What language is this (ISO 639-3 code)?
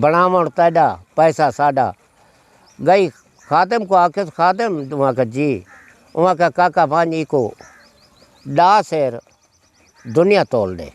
skr